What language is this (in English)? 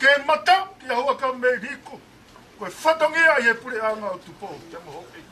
Tongan